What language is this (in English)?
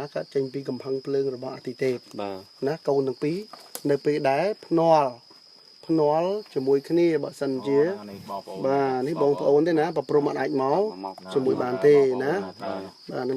Khmer